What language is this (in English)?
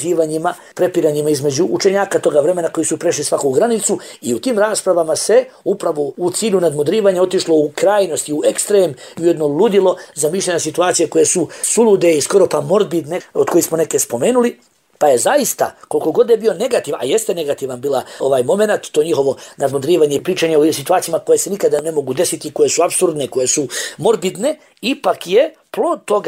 Bosnian